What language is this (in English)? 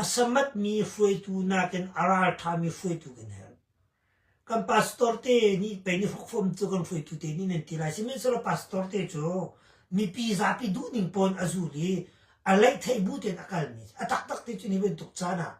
Hakha Chin